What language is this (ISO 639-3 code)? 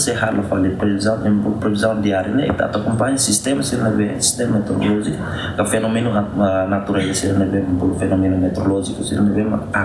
tet